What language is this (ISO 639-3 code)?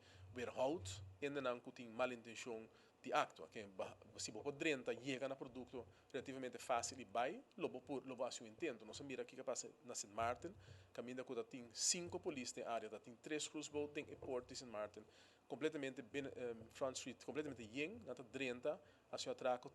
pap